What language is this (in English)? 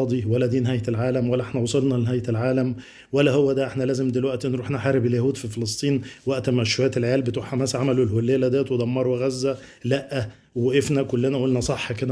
Egyptian Arabic